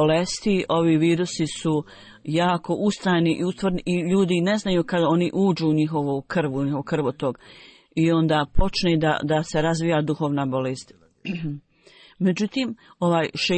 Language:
Bosnian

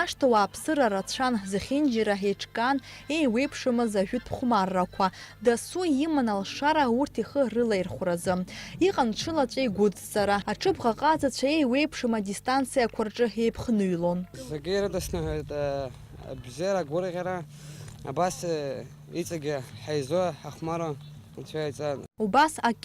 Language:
Abkhazian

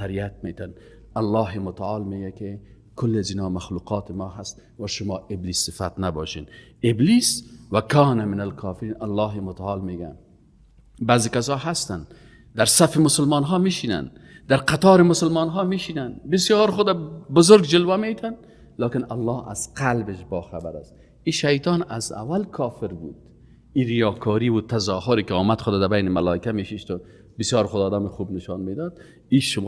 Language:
Persian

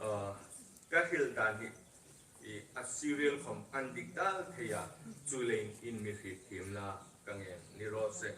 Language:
Hmar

